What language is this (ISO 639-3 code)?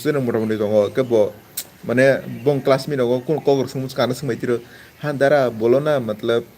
trp